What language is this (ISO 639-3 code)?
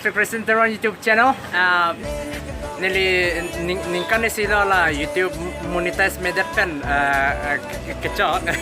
mjw